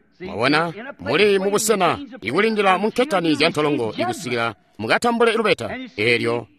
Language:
Tonga (Zambia)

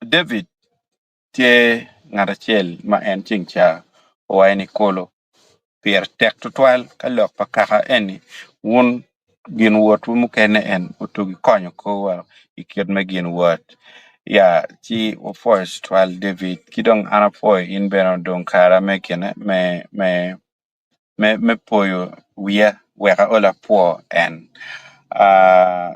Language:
Acoli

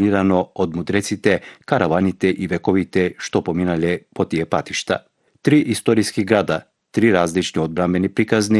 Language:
Macedonian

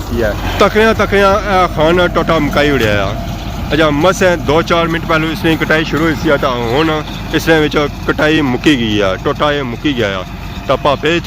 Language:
Pahari-Potwari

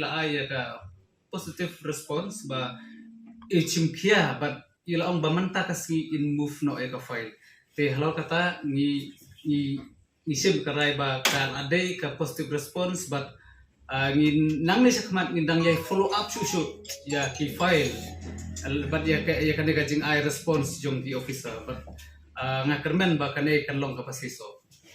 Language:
Khasi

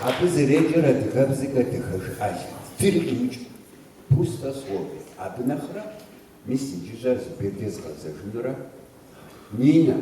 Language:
Kabardian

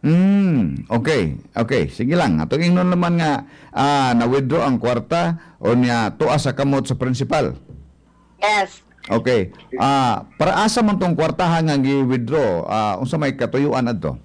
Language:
Cebuano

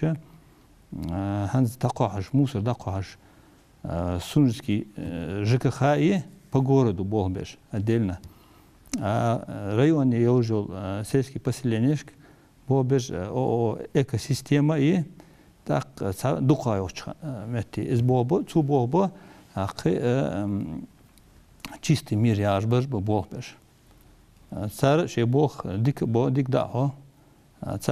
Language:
Ingush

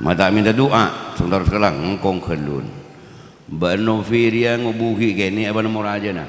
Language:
Madurese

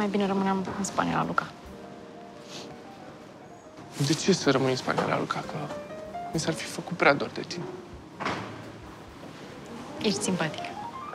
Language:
Romanian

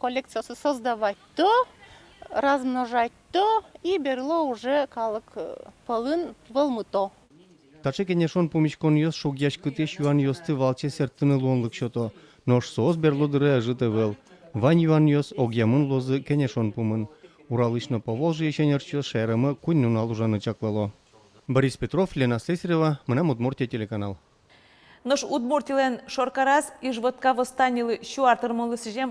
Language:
Udmurt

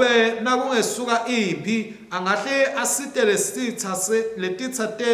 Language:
Swati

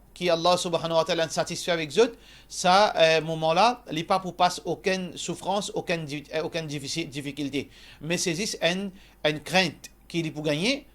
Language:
Morisyen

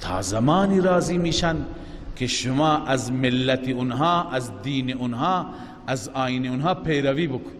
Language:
Persian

